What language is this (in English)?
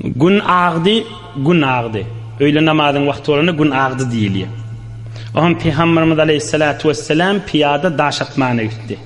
Turkmen